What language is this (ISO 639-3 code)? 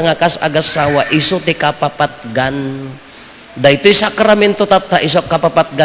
ilo